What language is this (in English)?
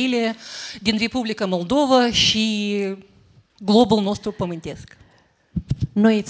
Romanian